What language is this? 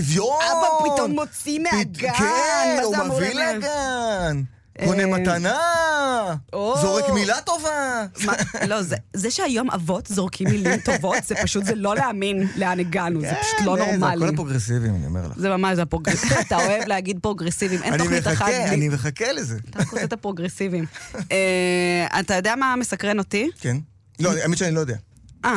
Hebrew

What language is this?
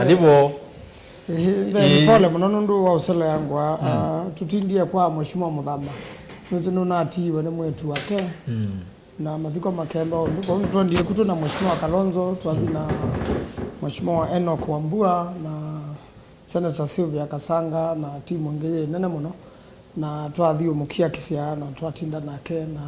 Kamba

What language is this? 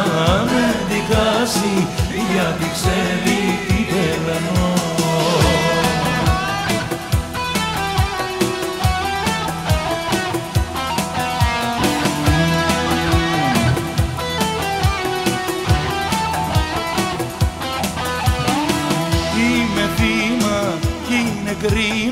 Greek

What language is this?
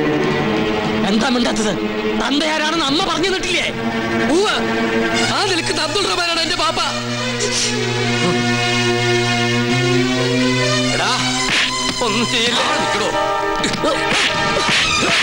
Malayalam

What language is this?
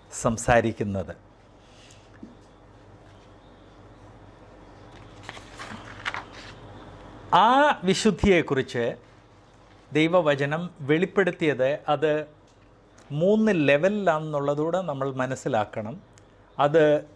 Malayalam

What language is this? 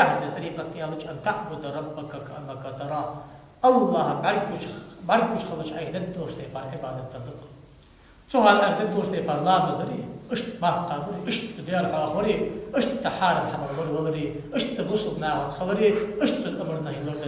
Ingush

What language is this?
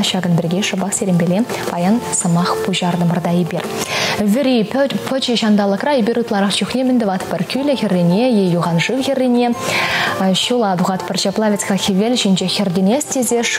Chuvash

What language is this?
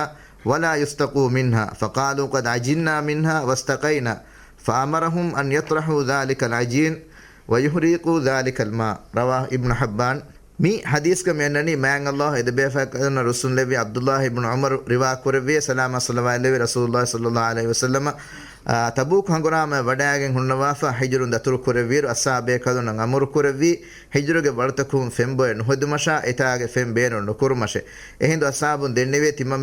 Divehi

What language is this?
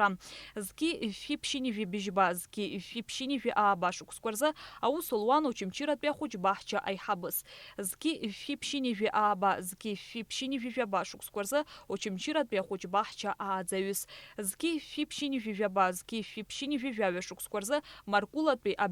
Abkhazian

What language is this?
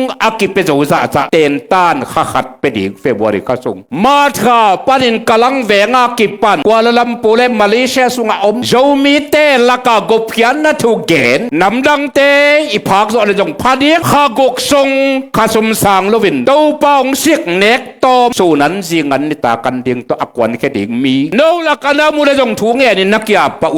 Tedim Chin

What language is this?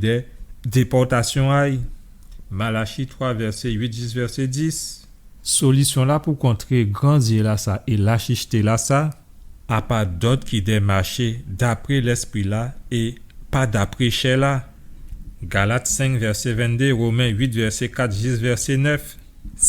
Guadeloupean Creole French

